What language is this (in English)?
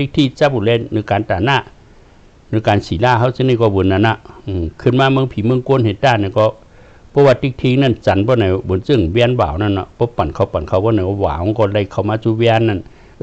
Shan